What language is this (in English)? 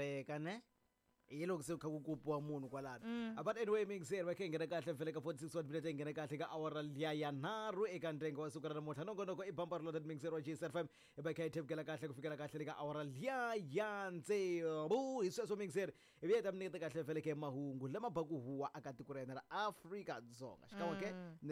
Tsonga